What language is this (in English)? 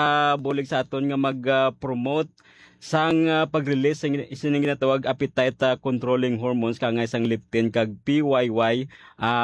Hiligaynon